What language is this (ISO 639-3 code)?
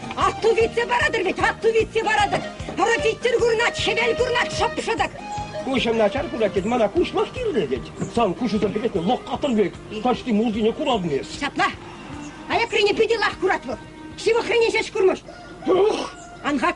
chv